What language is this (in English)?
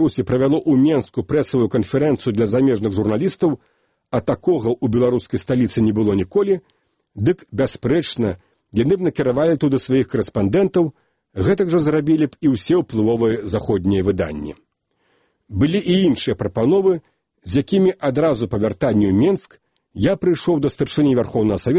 Belarusian